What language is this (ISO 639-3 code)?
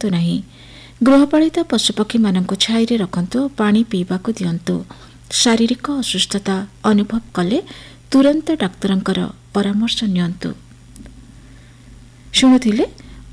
ori